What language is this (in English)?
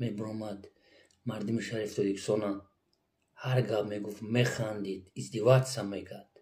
Tajik